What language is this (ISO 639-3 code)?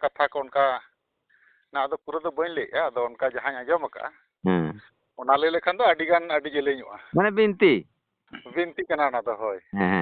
sat